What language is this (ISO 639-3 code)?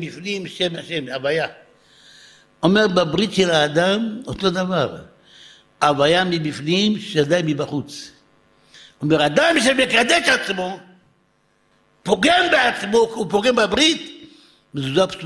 heb